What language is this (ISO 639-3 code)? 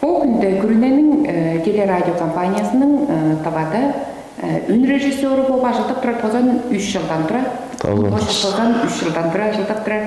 tyv